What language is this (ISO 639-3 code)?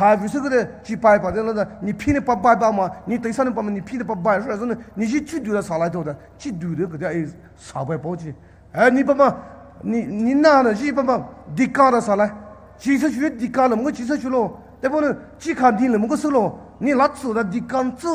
pmx